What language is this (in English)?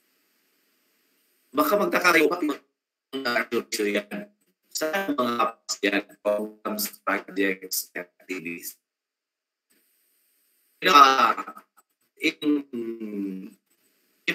Filipino